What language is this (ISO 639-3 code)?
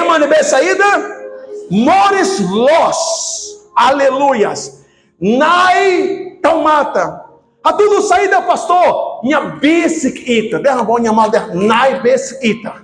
tet